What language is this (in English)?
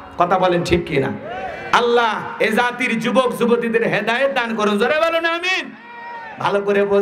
Bangla